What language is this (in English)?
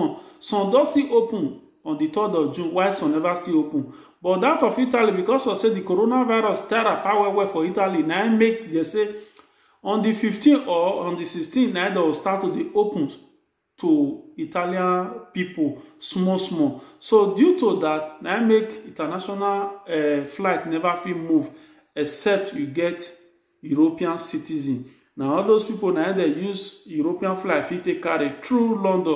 Nigerian Pidgin